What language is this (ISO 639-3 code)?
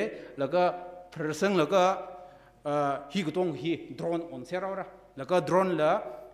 nmf